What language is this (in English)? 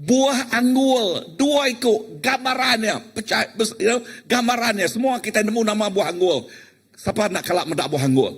Iban